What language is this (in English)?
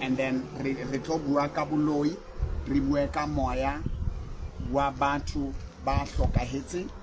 Southern Sotho